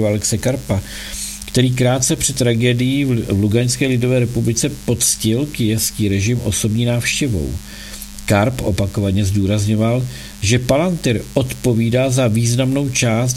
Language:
Czech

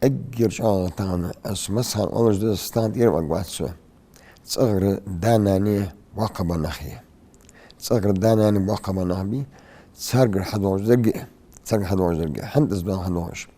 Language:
Ingush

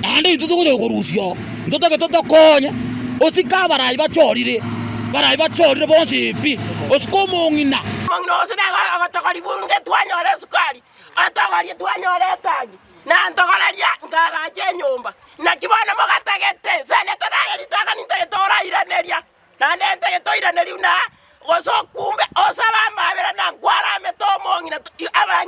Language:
Gusii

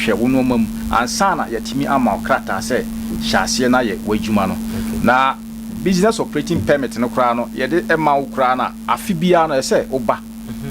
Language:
Akan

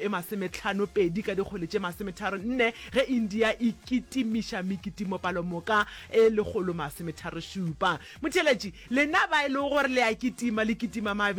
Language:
Northern Sotho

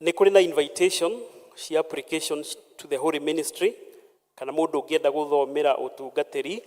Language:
Kikuyu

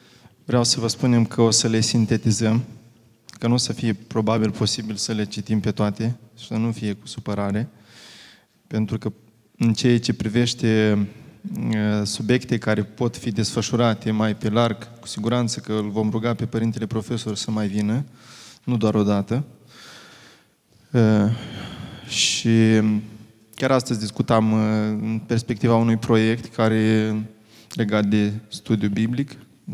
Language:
Romanian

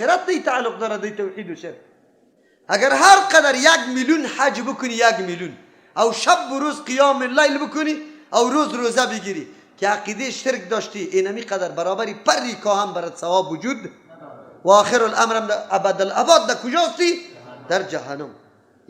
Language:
Persian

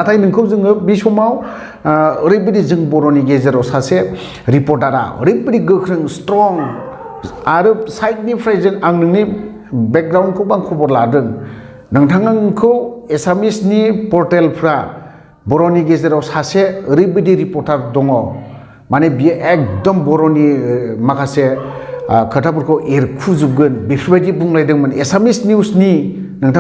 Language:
Bodo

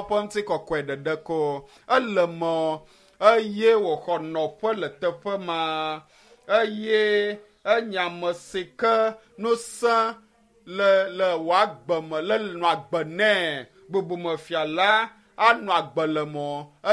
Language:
Ewe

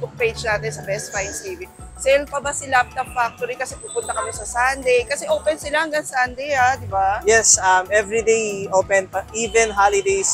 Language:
Filipino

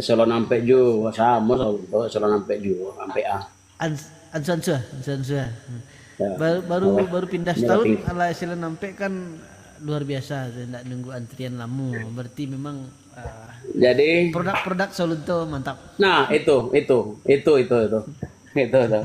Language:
Minangkabau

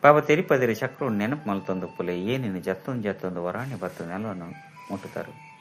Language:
Tulu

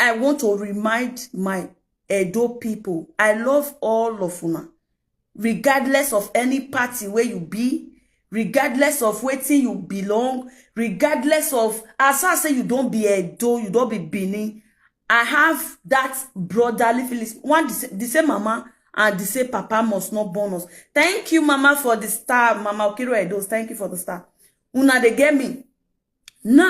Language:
Nigerian Pidgin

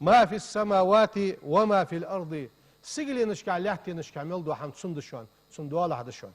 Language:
Ingush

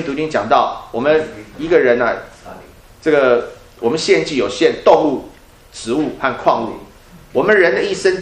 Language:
Chinese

